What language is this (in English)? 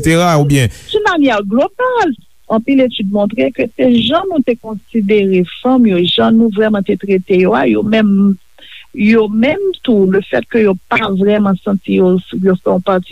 Haitian Creole